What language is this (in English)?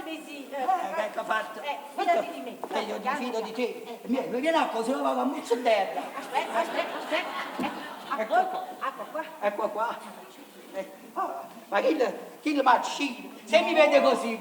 Neapolitan